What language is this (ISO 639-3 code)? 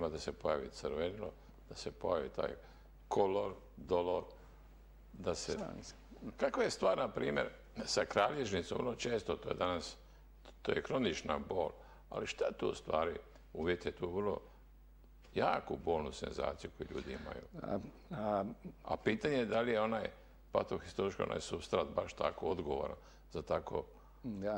hrv